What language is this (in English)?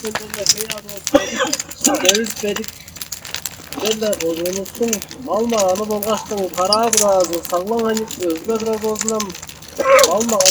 Tuvinian